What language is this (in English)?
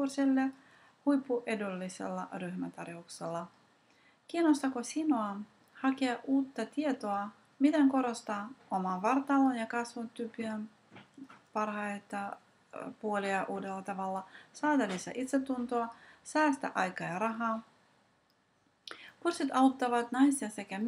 Finnish